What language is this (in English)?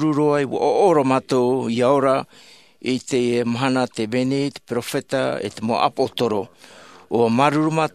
Tahitian